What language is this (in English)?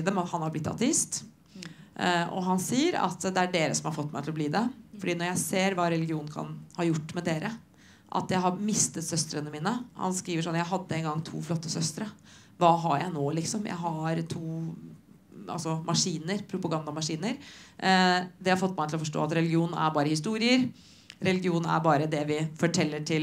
Norwegian